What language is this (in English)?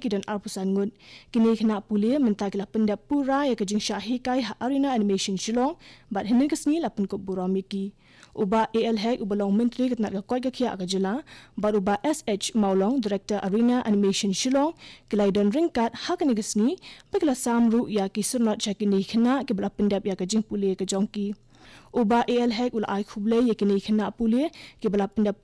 Khasi